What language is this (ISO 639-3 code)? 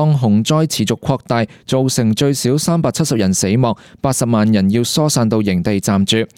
yue